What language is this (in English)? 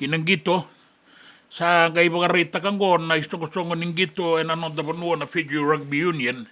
Fijian